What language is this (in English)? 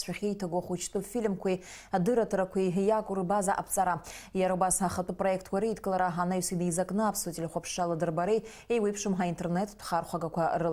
Abkhazian